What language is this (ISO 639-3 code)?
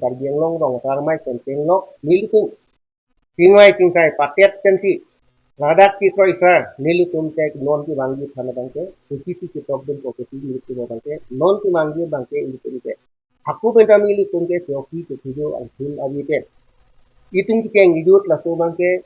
mjw